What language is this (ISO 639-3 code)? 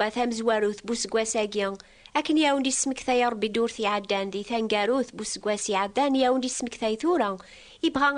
kab